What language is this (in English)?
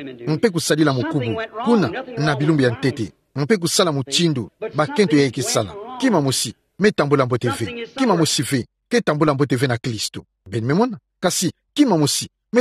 Kituba (Democratic Republic of Congo)